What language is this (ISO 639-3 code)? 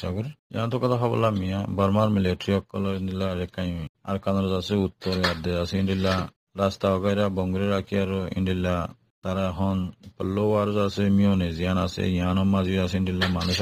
rhg